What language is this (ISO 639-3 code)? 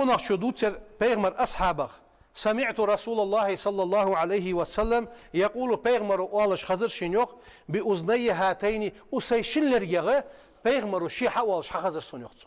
inh